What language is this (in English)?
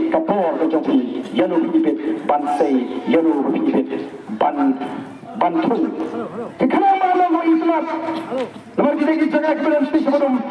Khasi